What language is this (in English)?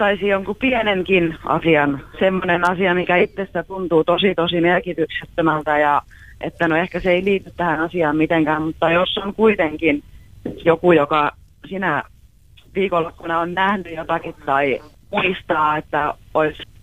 Finnish